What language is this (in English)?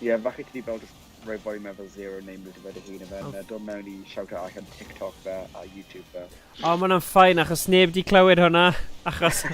Welsh